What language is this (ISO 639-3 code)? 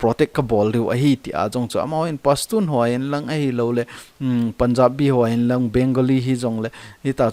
tcz